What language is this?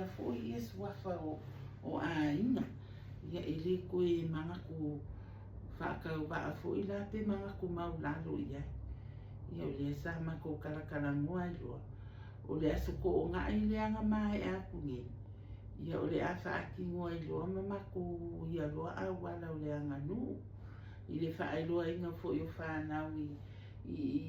Samoan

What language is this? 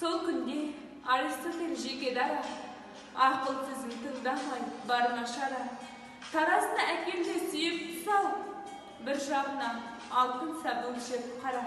Kazakh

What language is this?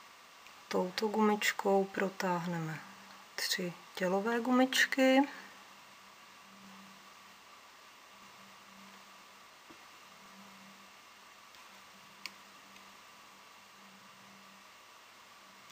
Czech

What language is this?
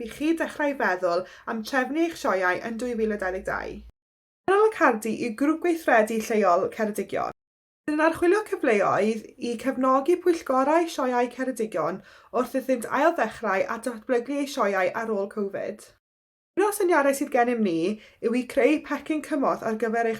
Welsh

